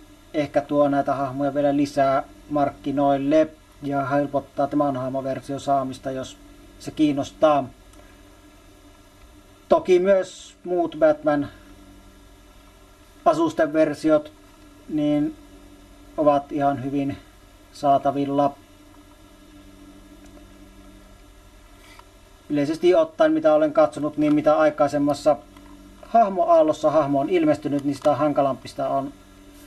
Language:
Finnish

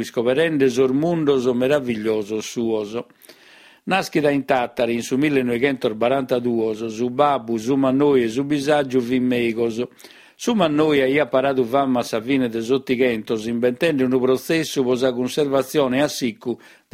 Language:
Sardinian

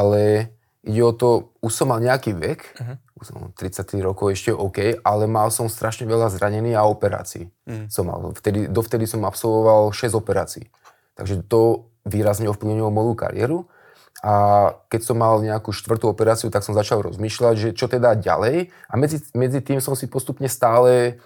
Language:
Slovak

